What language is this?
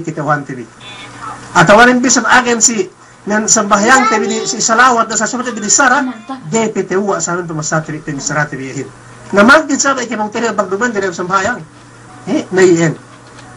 Yakan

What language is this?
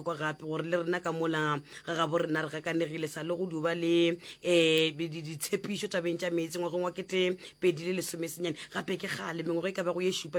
Northern Sotho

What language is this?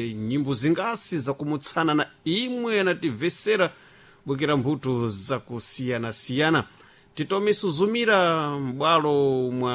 Sena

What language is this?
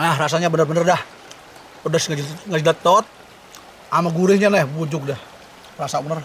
Betawi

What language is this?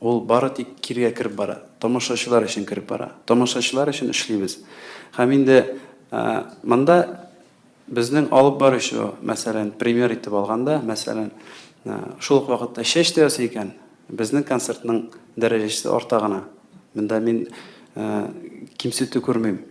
Tatar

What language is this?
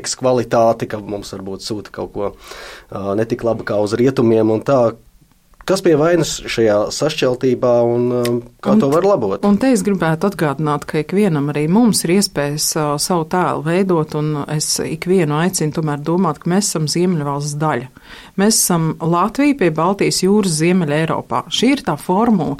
Latvian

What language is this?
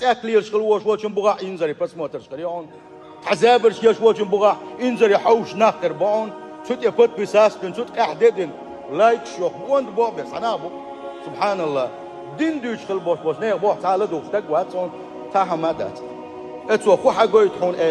Chechen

